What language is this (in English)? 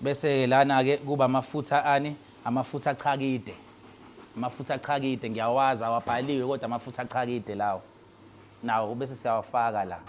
Zulu